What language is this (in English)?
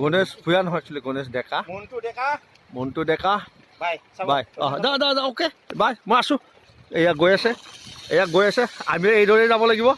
Assamese